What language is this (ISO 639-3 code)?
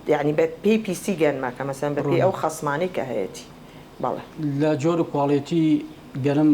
ckb